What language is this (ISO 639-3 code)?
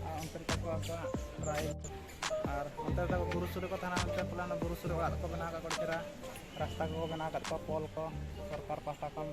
sat